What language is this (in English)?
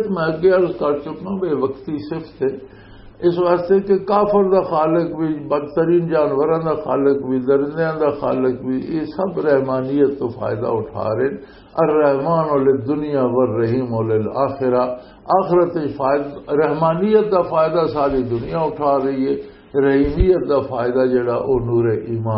Western Panjabi